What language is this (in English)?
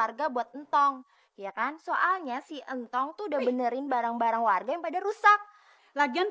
Betawi